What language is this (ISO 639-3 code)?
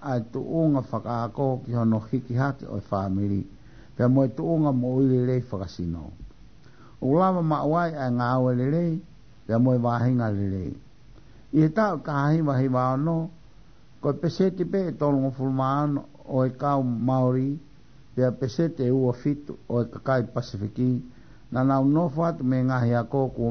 ton